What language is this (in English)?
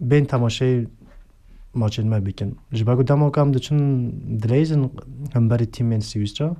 Kurdish